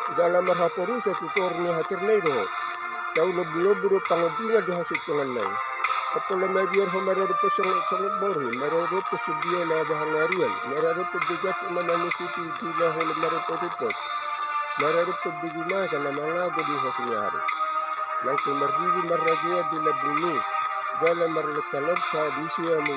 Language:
Batak Toba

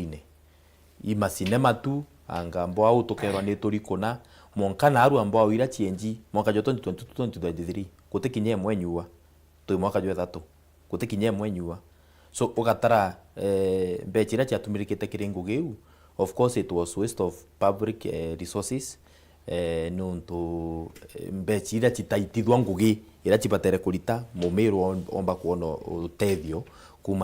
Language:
Meru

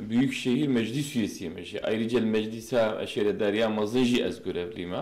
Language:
Kurdish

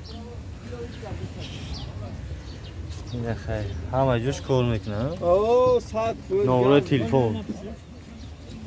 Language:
Tajik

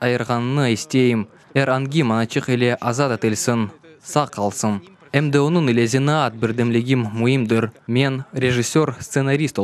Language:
Crimean Tatar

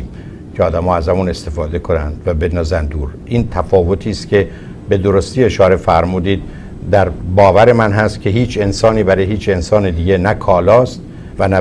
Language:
Persian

